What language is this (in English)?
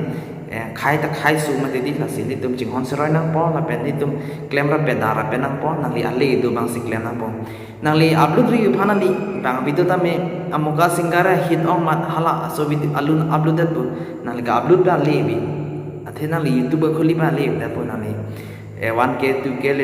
Karbi